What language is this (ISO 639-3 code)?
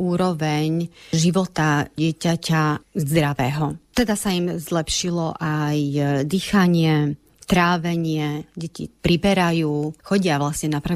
slk